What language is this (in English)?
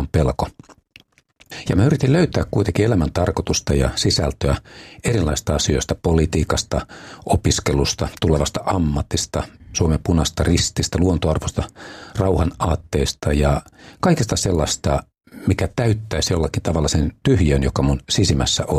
Finnish